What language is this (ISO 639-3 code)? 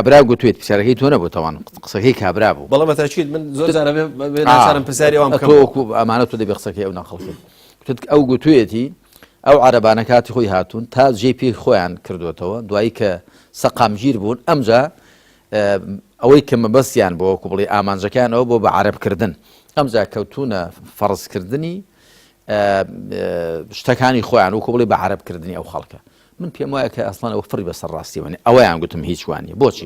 ckb